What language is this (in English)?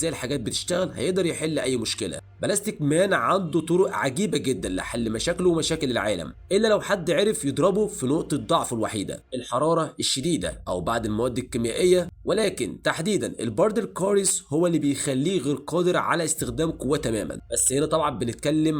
Egyptian Arabic